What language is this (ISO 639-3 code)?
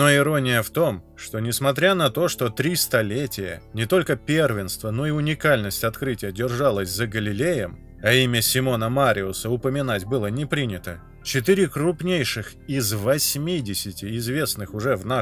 rus